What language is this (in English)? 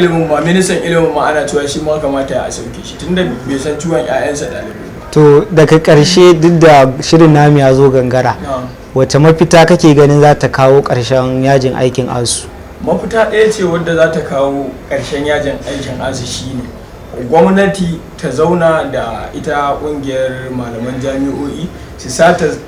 Hausa